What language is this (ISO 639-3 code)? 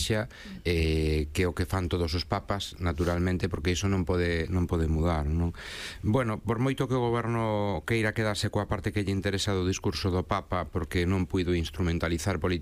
glg